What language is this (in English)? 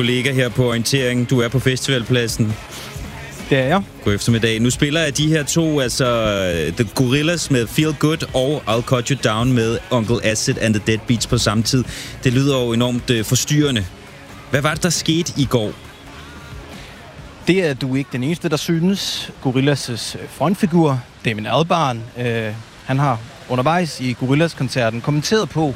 Danish